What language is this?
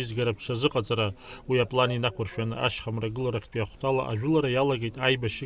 Abkhazian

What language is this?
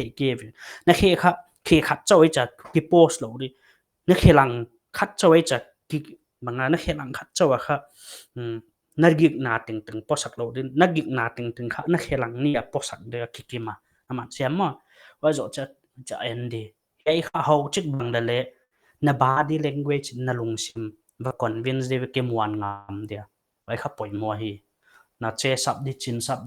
Paite Chin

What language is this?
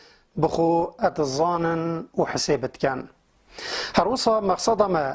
Kurdish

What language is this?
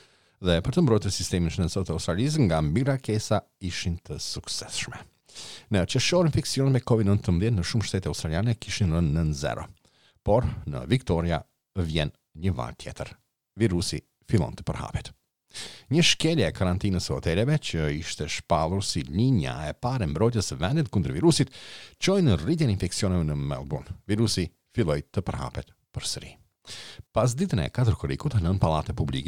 Albanian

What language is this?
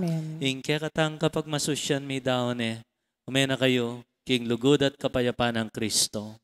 Pampanga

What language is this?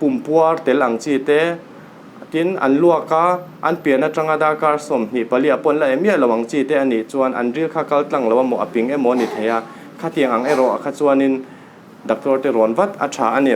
Mizo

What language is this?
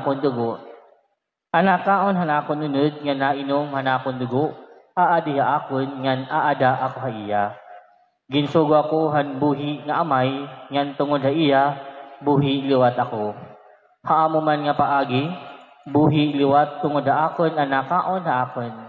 Waray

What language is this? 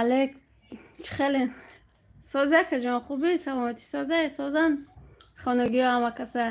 Tajik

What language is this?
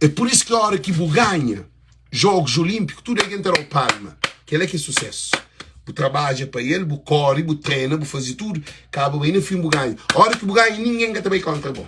Kabuverdianu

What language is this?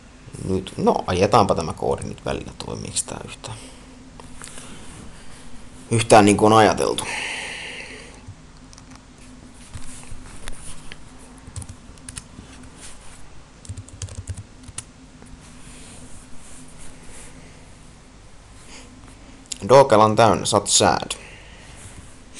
Finnish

